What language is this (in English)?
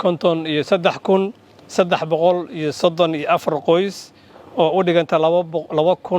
Somali